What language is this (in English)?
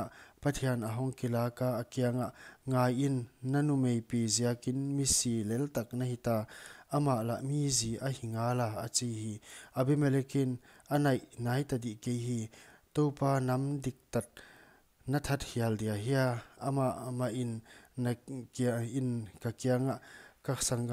Paite Chin